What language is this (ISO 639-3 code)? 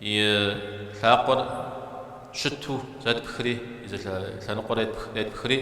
kbd